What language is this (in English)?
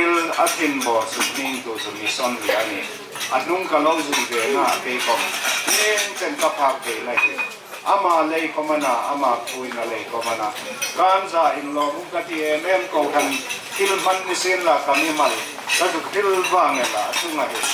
Hmar